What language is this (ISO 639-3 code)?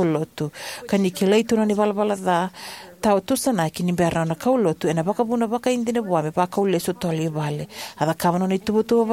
fij